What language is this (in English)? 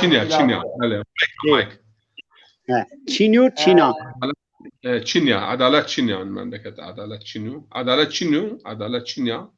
Zaza